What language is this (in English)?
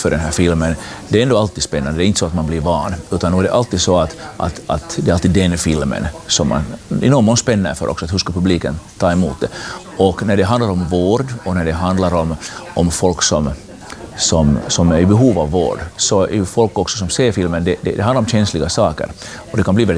Swedish